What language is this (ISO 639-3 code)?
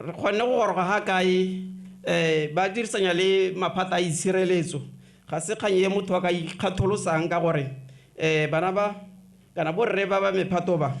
tsn